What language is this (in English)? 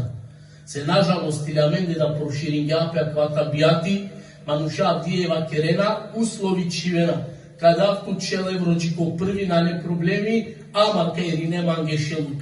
Balkan Romani